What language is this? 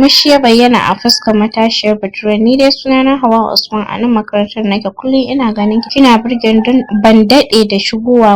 Hausa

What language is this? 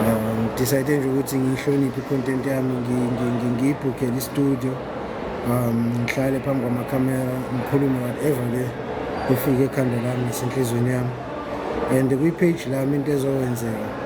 Zulu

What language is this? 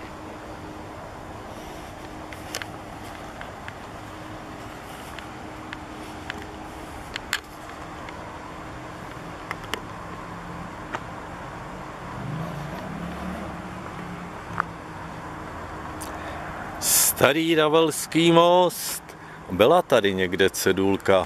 Czech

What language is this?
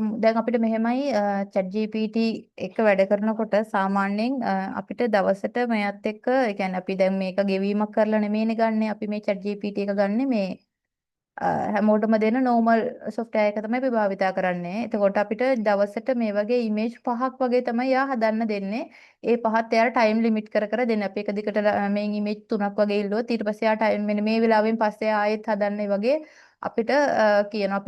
Sinhala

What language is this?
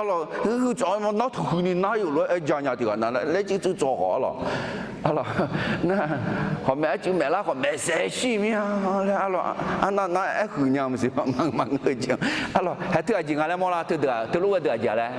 Akha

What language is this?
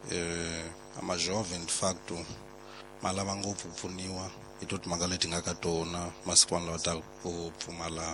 Tsonga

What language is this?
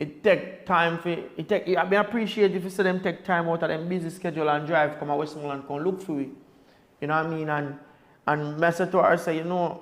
Jamaican Creole English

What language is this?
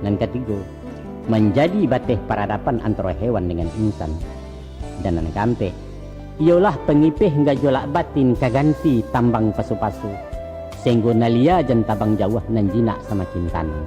Minangkabau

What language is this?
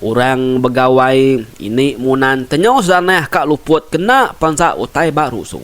Iban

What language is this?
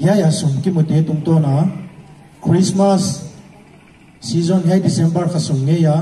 Paite Chin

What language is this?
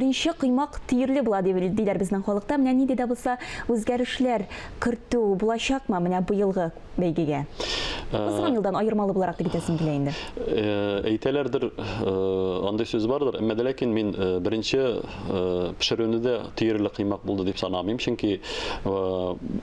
Tatar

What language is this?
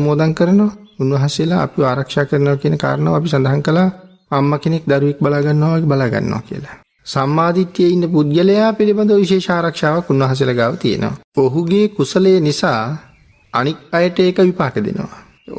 Sinhala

